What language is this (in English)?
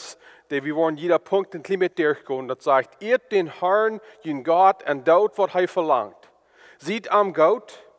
Plautdietsch